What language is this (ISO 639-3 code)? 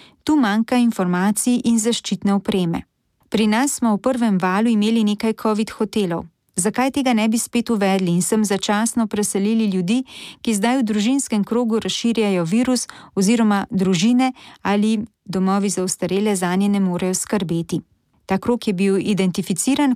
slv